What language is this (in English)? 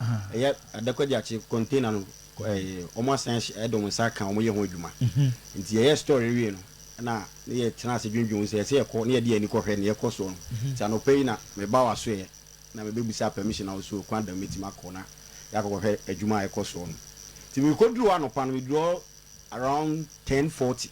Akan